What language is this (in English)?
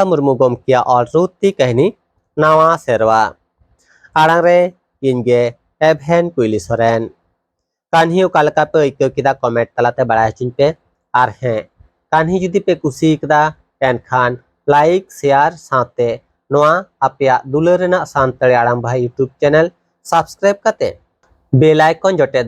Santali